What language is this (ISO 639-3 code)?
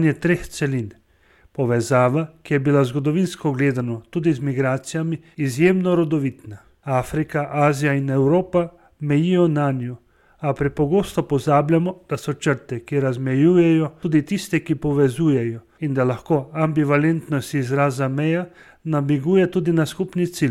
slv